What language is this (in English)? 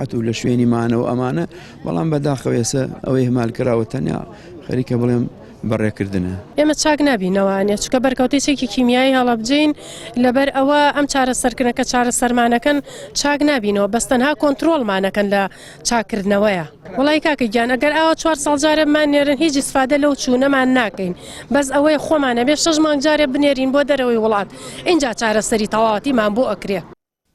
Central Kurdish